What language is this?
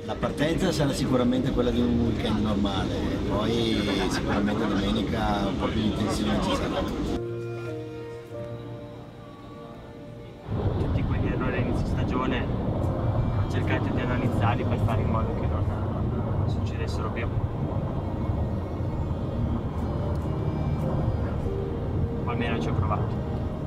Italian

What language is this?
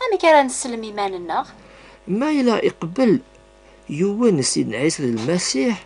Kabyle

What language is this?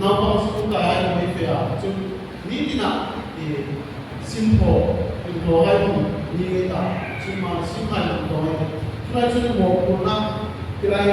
Hmar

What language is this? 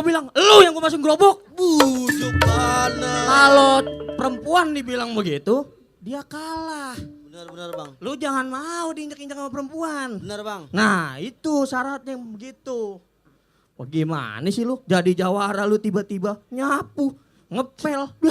Betawi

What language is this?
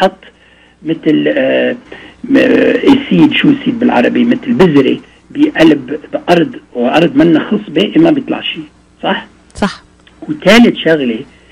North Levantine Arabic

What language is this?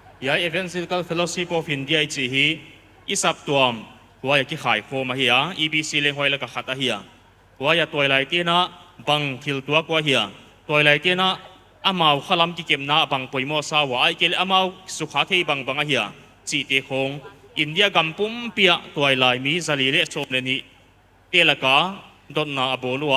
Paite Chin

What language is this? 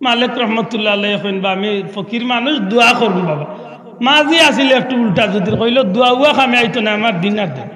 Sylheti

